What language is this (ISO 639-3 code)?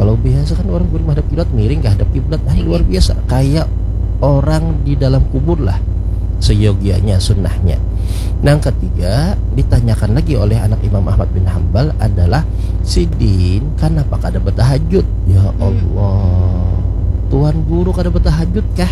bjn